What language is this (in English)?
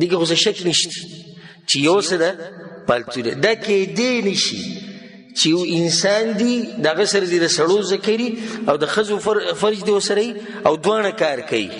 Pashto